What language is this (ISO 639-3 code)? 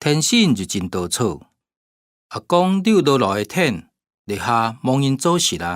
hak